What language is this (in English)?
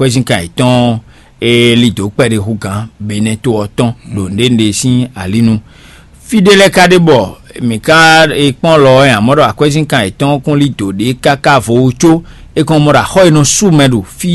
Fon